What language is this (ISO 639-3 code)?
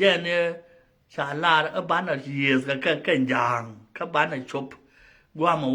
nus